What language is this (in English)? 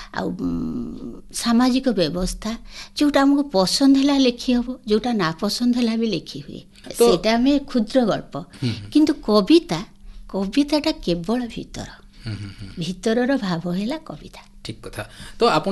Odia